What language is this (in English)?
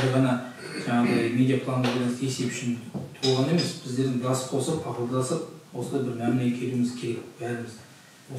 Kazakh